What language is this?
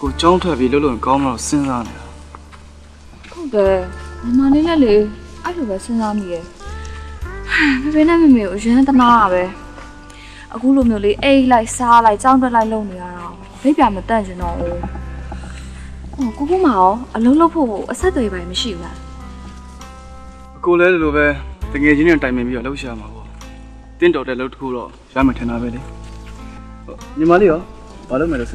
Burmese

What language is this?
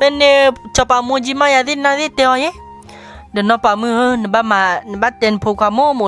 S'gaw Karen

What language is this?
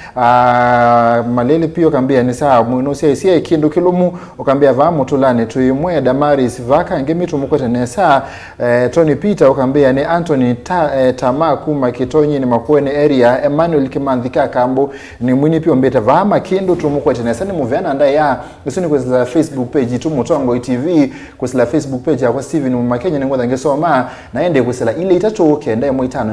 Kamba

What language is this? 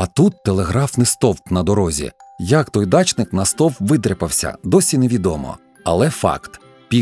Ukrainian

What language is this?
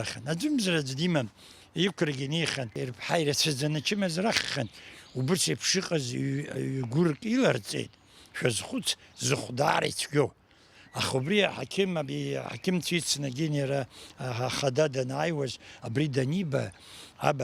Abkhazian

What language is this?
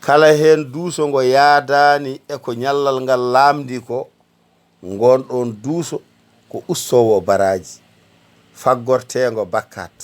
Fula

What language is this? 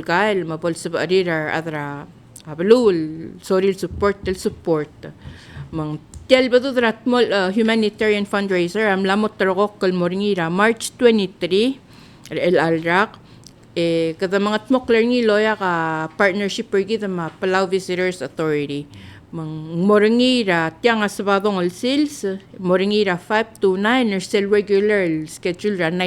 Palauan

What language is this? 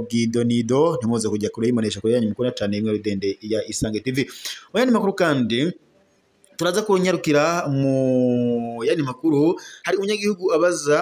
Rundi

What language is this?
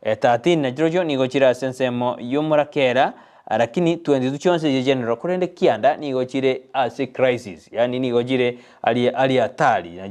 Gusii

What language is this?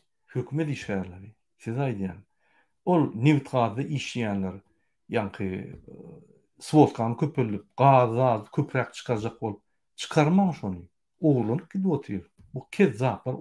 Turkmen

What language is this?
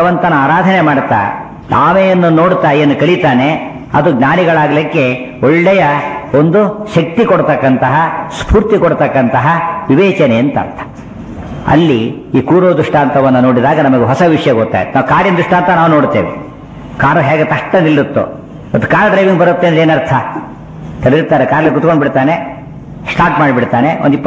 Kannada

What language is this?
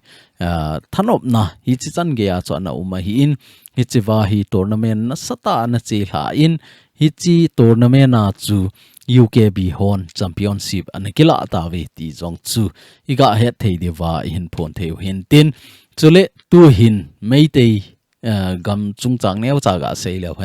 Thado Chin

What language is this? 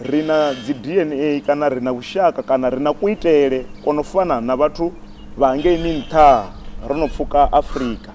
Venda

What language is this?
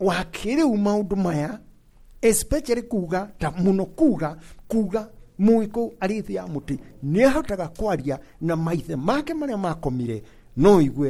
Kikuyu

